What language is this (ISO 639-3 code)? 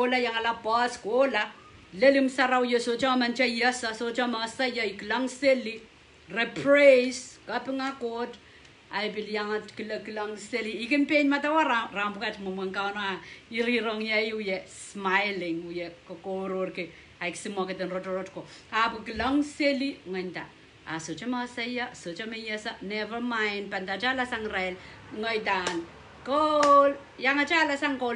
pon